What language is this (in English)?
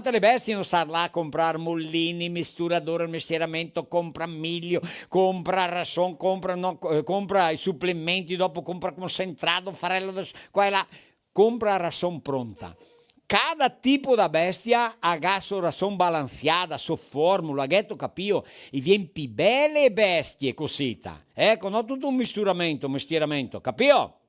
Venetian